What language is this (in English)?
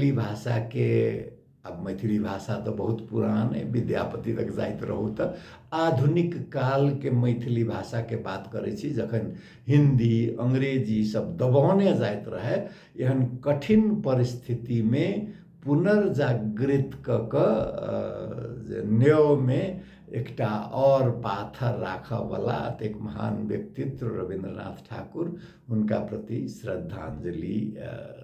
Maithili